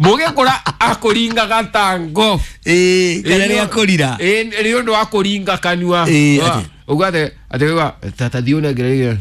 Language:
Kikuyu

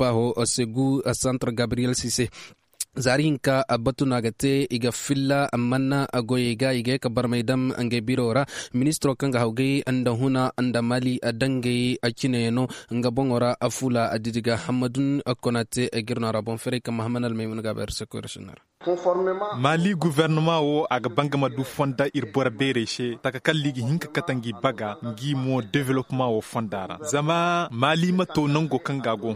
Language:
Koyraboro Senni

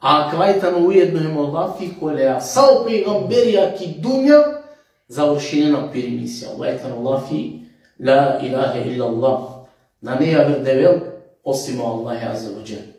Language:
Balkan Romani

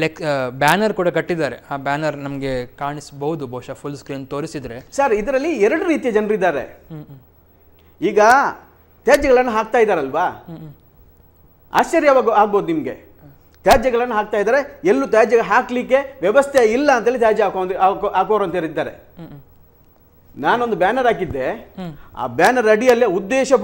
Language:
Kannada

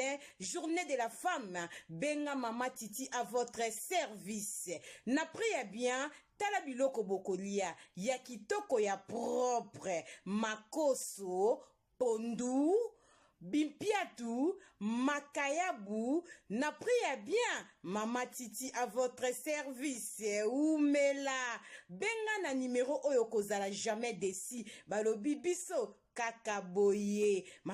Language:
Lingala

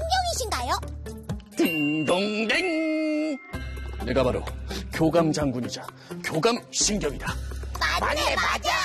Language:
Korean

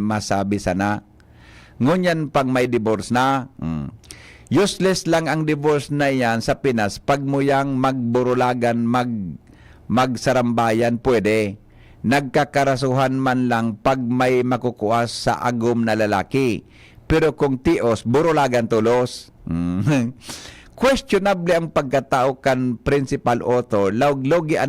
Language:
Bikol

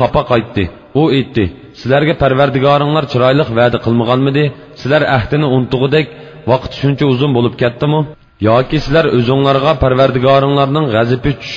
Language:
Uyghur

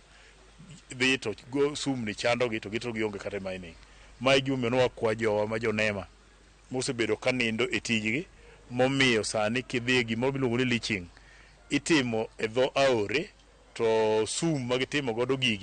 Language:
Luo (Kenya and Tanzania)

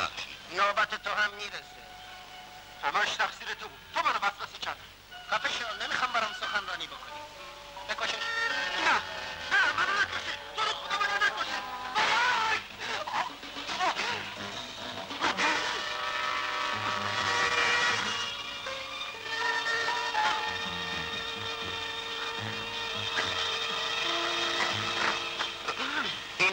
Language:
Persian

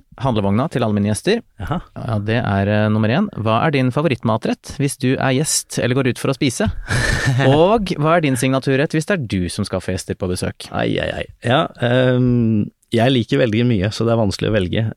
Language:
Norwegian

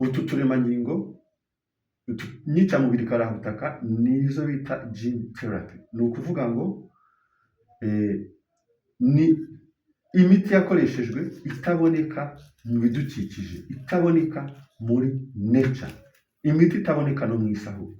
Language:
Kinyarwanda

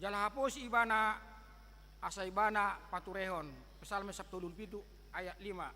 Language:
Batak Toba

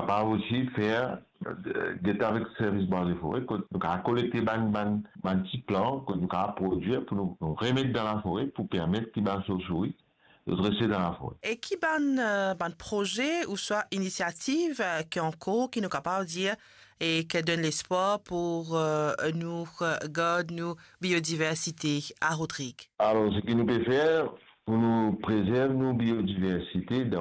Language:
Morisyen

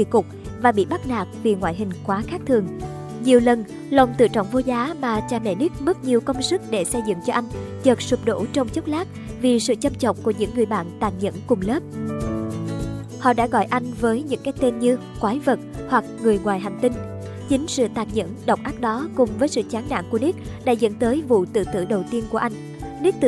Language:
Vietnamese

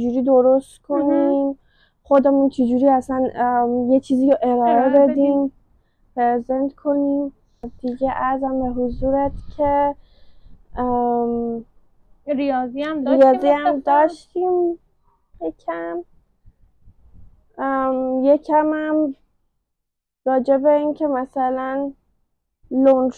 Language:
Persian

